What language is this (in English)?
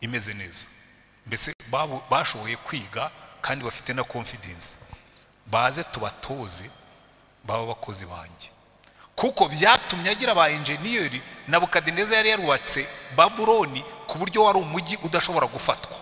Kinyarwanda